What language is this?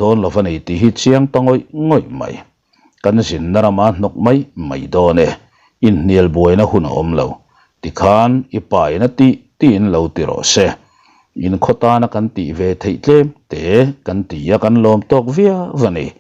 Mizo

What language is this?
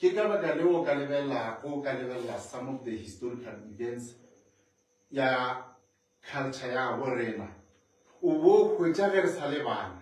Northern Sotho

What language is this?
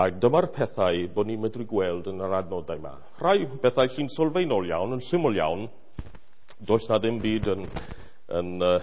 Welsh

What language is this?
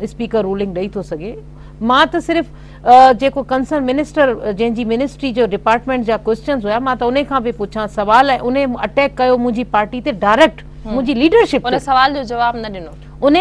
Sindhi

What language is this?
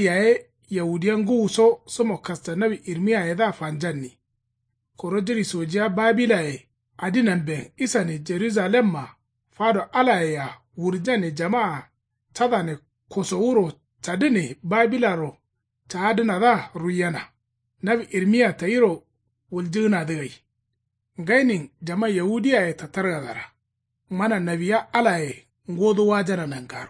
Kanuri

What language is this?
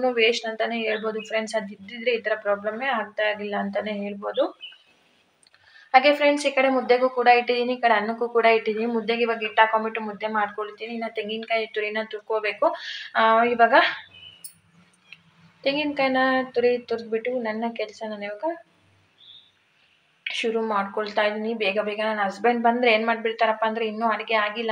Kannada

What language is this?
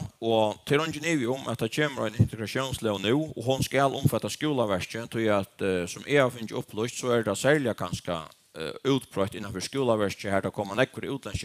Faroese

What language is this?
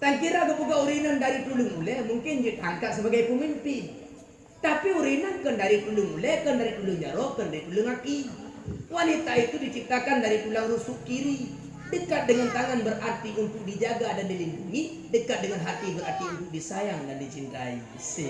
Achinese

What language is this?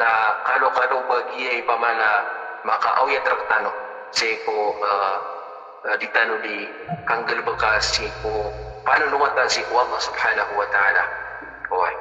Maranao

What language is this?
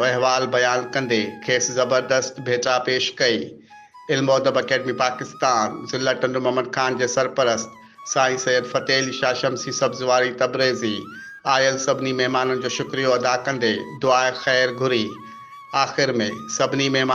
Sindhi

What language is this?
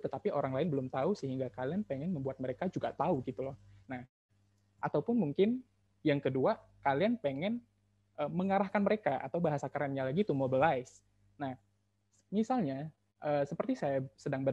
Indonesian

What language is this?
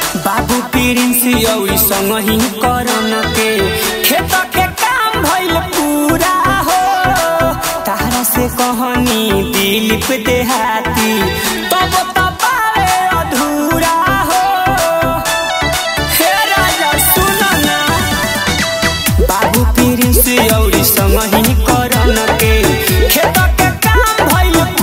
Bhojpuri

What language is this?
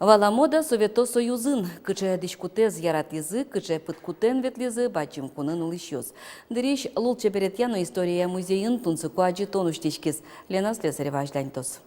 Udmurt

